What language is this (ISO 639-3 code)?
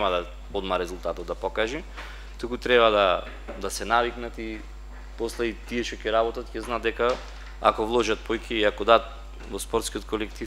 mkd